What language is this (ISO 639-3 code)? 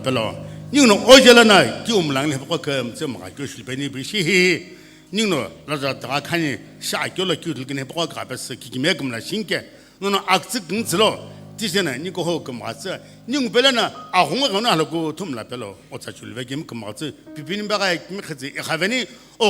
nsm